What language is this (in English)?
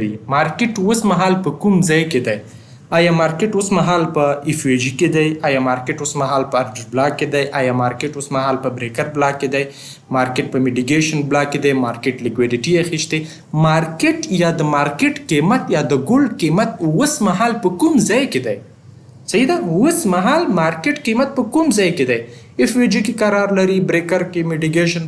Pashto